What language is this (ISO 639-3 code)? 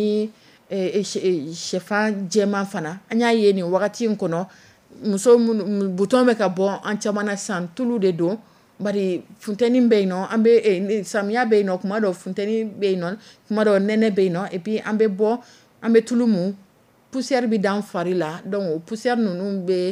dyu